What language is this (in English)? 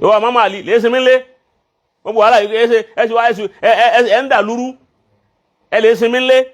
Yoruba